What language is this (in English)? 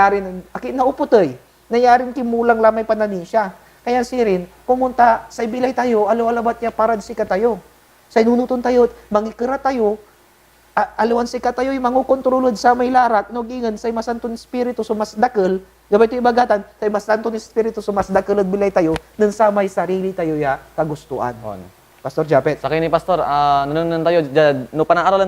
Pangasinan